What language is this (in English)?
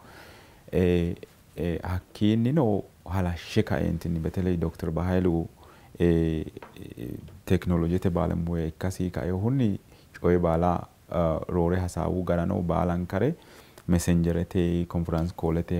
Sidamo